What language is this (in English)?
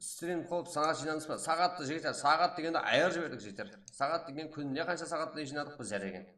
Kara-Kalpak